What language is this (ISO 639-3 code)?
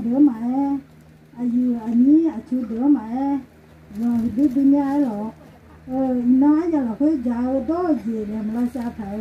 ahk